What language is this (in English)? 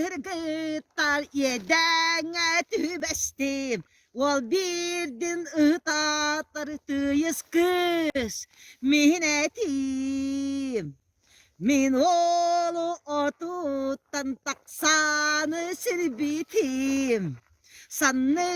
Yakut